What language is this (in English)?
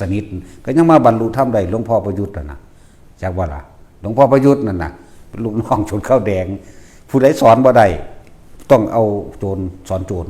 Northeastern Thai